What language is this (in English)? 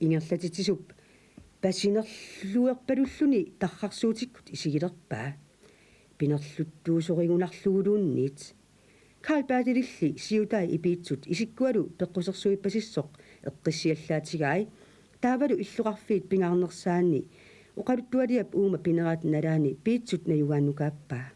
Kalaallisut